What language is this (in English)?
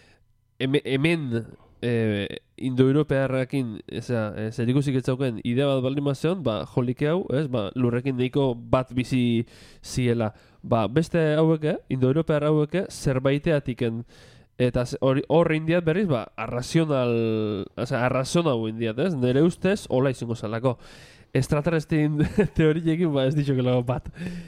Basque